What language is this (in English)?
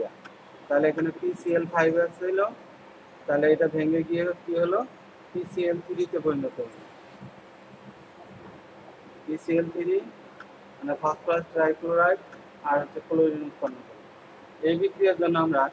Bangla